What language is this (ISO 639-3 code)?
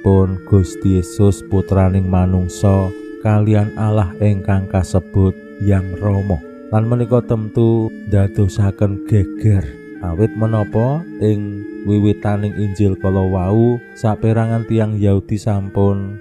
jav